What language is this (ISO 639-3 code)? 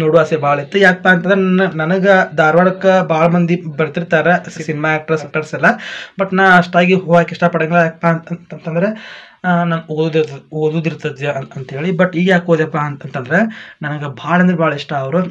kan